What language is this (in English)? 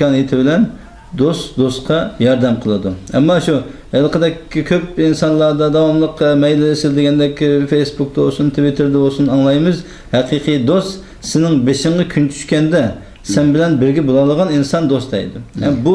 Uyghur